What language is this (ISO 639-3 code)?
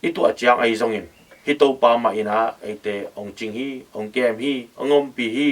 ctd